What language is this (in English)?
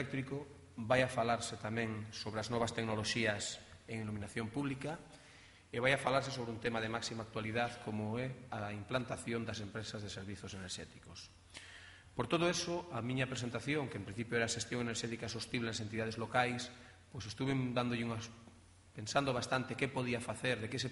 Galician